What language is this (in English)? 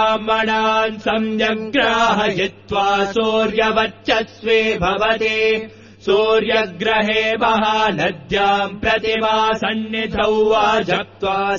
Sanskrit